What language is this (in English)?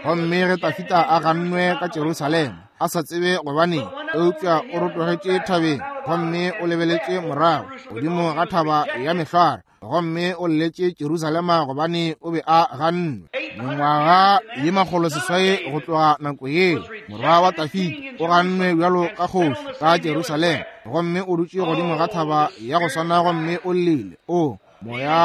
Northern Sotho